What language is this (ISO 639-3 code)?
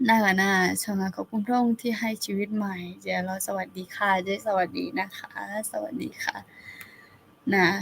ahk